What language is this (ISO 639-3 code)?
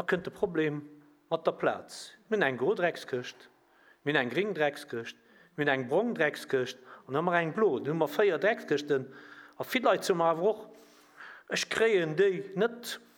ltz